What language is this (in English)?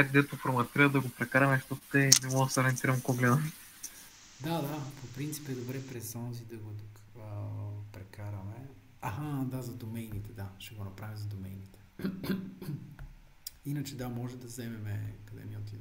Bulgarian